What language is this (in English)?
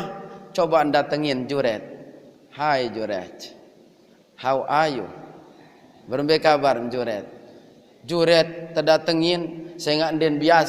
Sasak